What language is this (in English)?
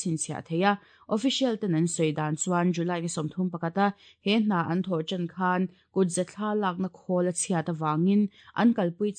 Mizo